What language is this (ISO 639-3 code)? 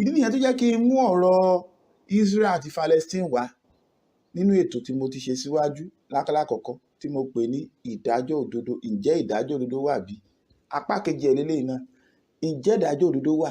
yor